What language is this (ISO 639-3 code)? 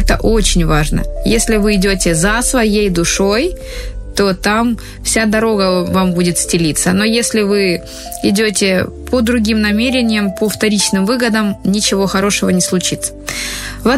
rus